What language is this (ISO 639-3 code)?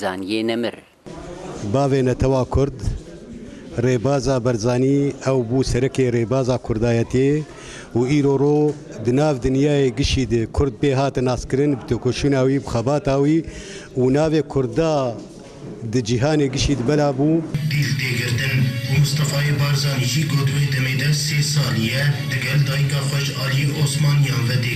kur